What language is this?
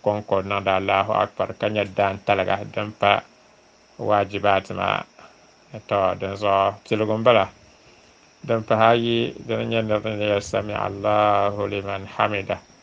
Dagbani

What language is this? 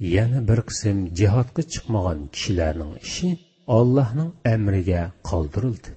Uyghur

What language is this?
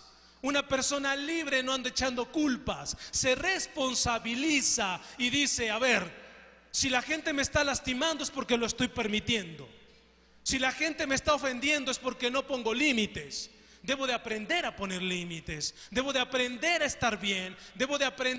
Spanish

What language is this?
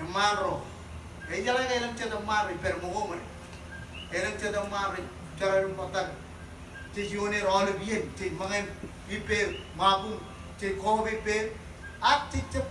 Marshallese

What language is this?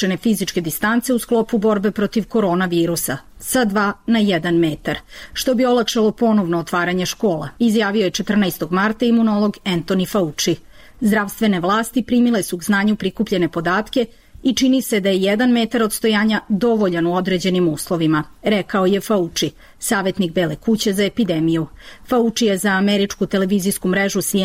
Serbian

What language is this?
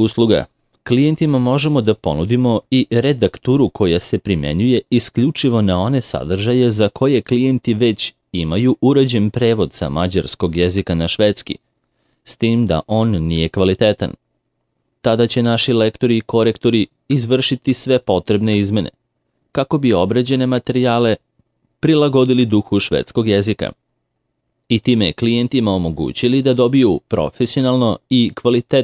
Serbian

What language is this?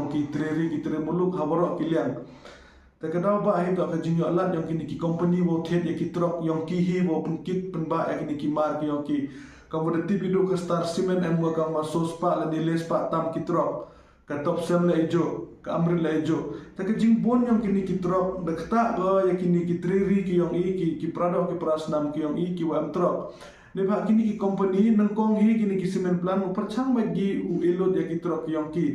Khasi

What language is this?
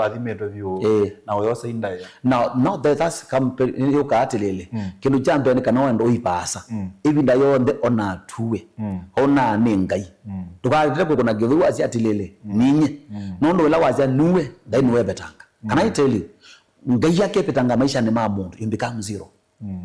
Kamba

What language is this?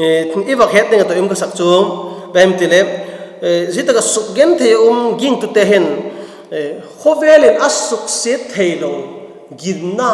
Vaiphei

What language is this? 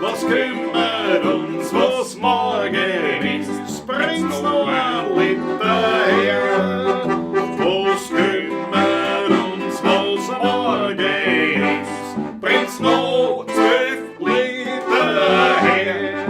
Bavarian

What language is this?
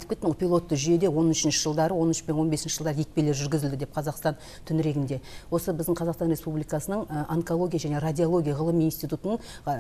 Kazakh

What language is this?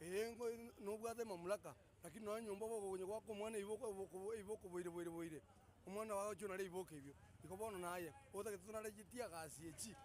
Gusii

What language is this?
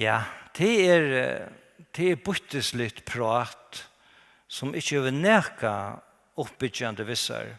Faroese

